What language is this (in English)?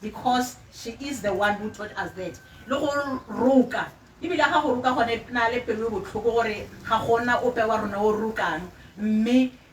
Tswana